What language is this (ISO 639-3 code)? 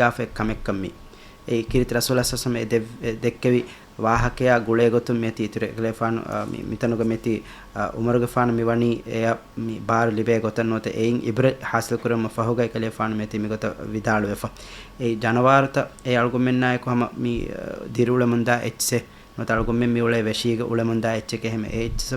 div